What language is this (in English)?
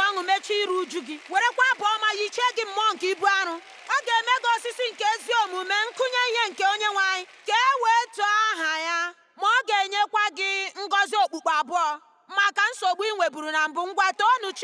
Igbo